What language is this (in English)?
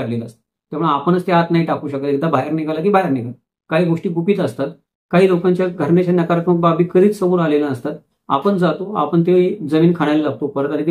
Marathi